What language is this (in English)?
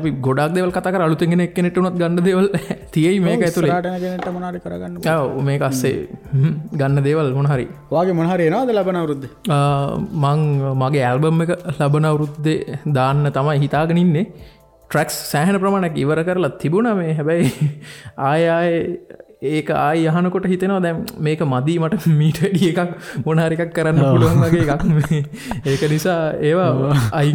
Sinhala